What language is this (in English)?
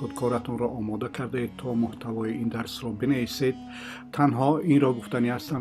Tajik